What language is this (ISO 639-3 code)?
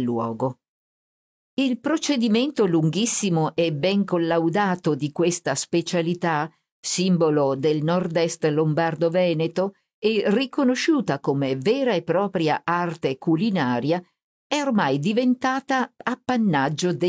ita